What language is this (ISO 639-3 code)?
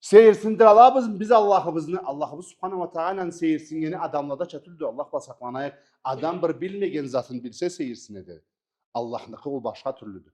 krc